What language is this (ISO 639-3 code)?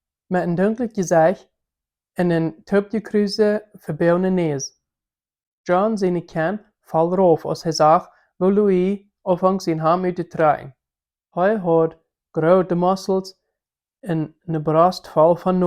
pdt